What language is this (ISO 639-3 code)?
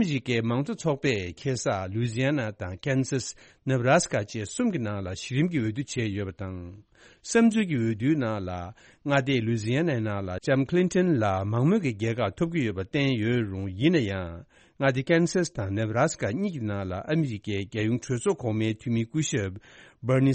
bod